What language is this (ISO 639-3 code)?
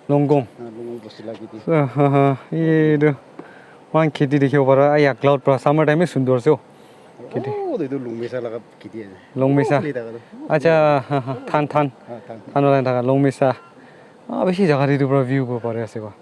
nag